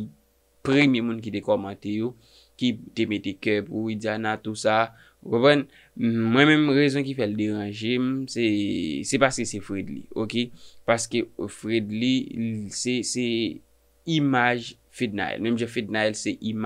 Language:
Haitian Creole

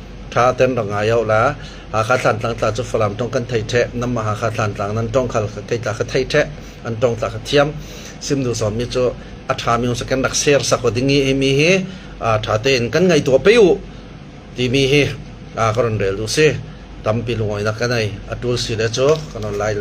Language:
Hakha Chin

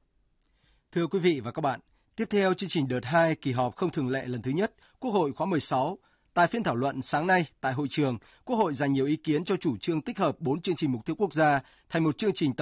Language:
Vietnamese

